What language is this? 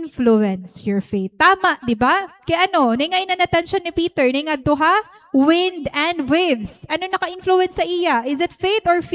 Waray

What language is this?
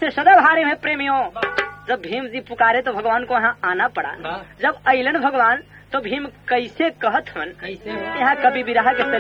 Bhojpuri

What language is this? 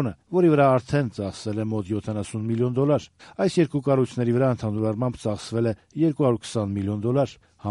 Armenian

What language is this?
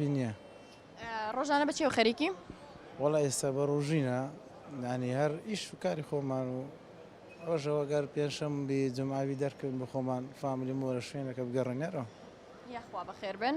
Central Kurdish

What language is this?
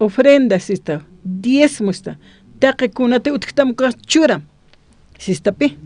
Aymara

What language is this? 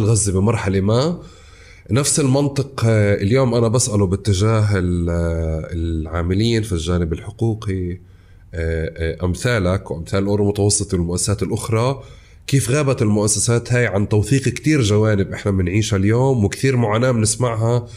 North Levantine Arabic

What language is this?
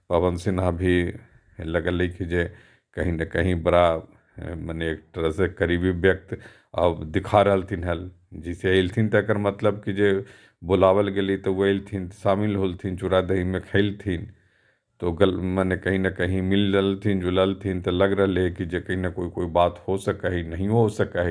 Magahi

